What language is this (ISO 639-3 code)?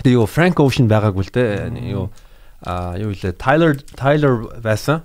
mon